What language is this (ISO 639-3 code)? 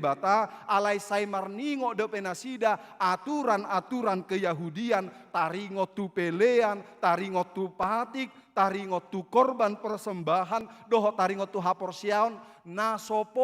bbc